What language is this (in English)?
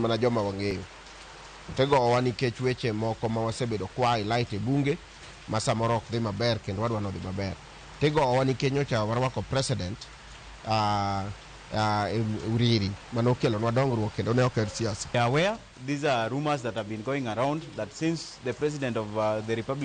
Luo (Kenya and Tanzania)